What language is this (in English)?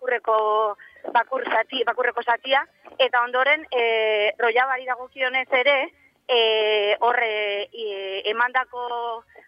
Basque